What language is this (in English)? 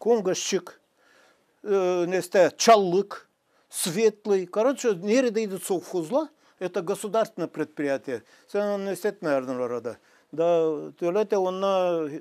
Gagauz